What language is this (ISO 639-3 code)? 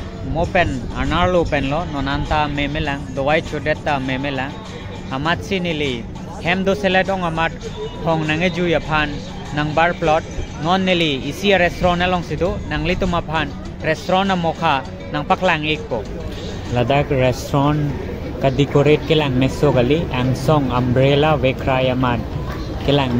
mjw